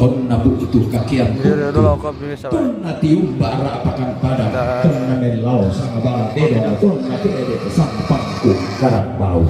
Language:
Toraja-Sa'dan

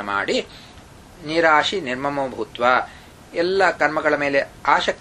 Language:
Kannada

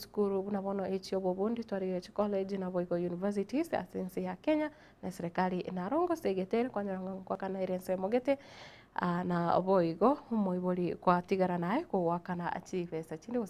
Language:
Gusii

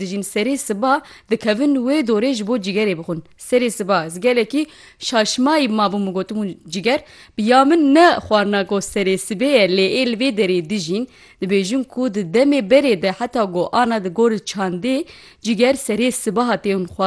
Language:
Kurdish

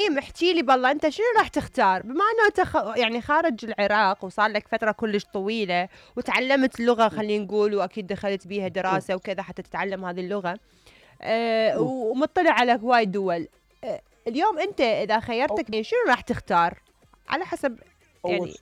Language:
Mesopotamian Arabic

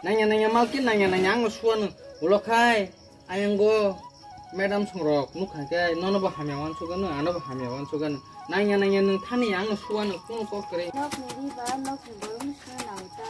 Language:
Kok Borok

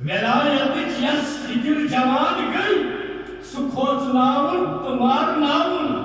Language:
Kashmiri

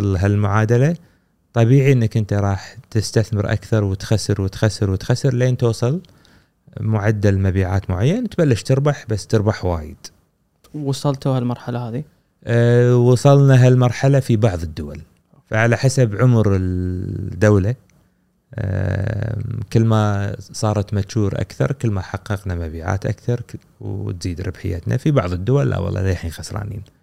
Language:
Gulf Arabic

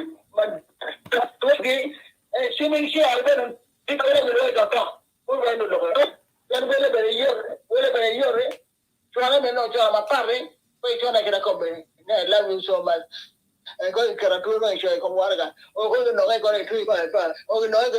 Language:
Acoli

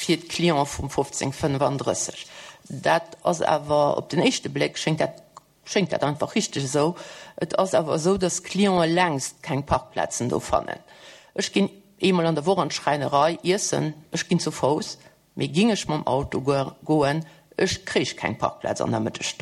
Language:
Luxembourgish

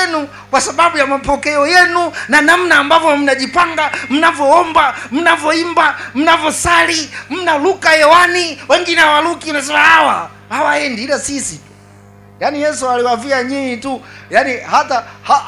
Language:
Swahili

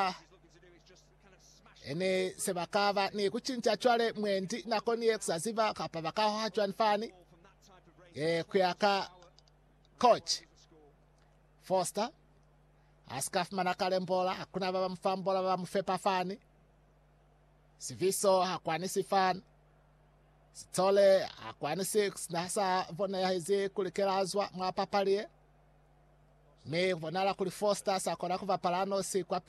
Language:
Lozi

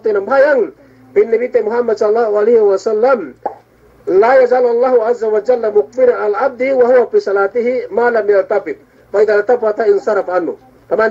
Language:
Yakan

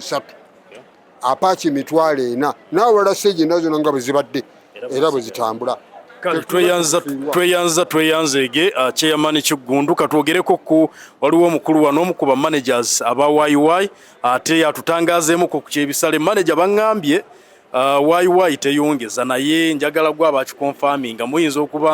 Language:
Ganda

